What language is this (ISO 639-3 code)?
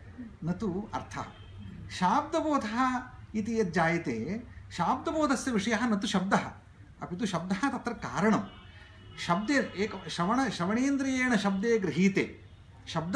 san